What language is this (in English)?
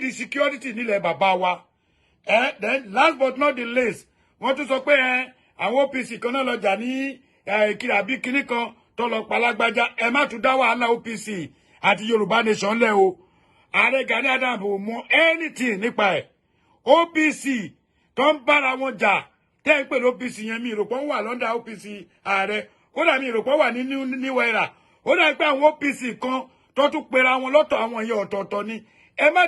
Yoruba